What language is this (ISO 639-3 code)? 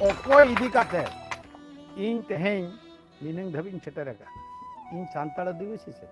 sat